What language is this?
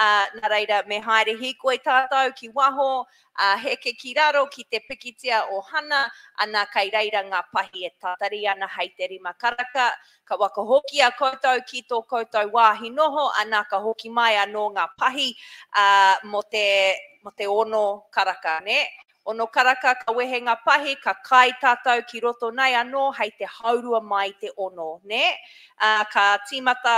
Māori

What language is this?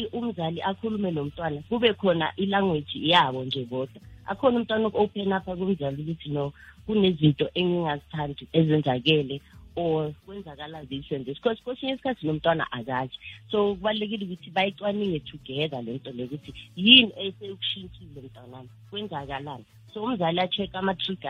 South Ndebele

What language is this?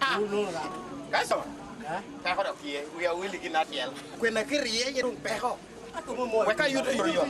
Lango (Uganda)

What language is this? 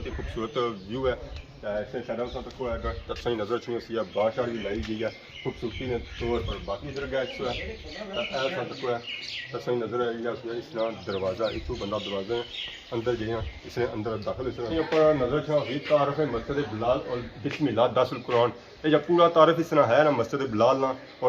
Pahari-Potwari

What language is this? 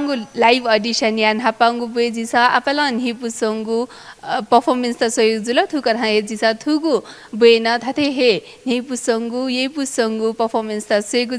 Newari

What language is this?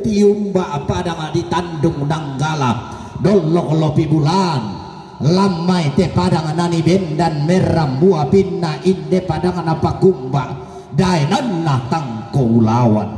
Toraja-Sa'dan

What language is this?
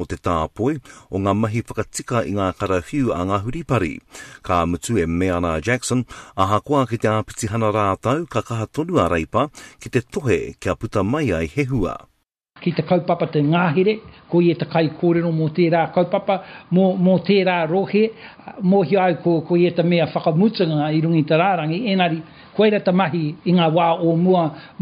Māori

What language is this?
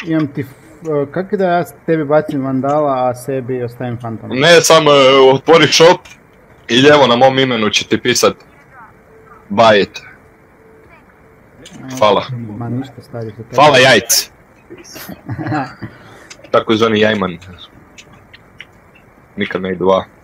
Croatian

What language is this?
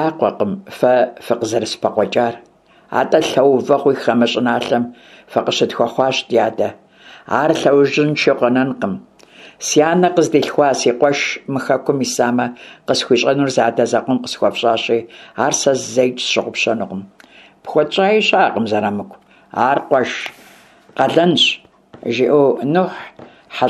Kabardian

